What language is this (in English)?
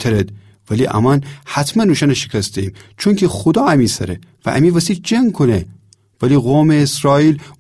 Gilaki